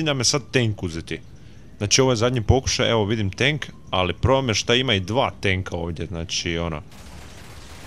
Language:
Croatian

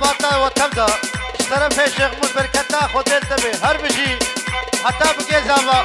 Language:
Kurdish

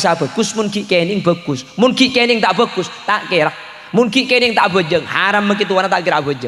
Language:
Madurese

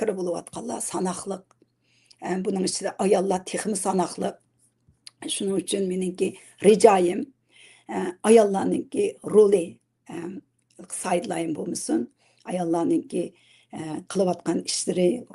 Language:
Uyghur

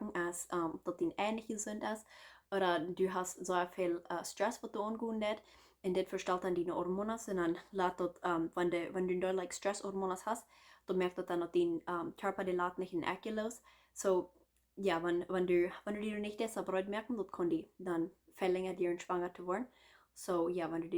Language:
Plautdietsch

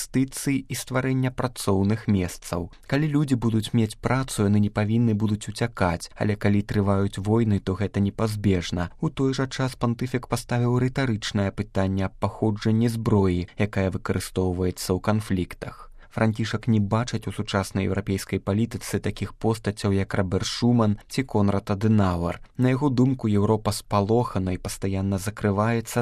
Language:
Belarusian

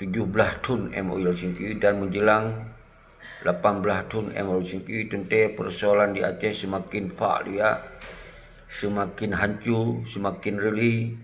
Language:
Achinese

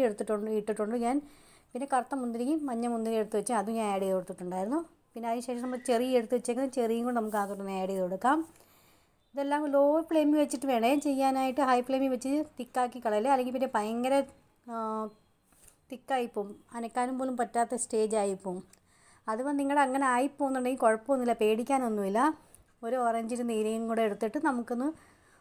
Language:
Malayalam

